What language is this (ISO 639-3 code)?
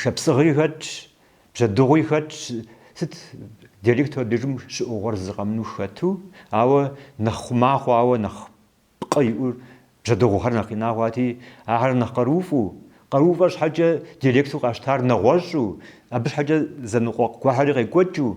kbd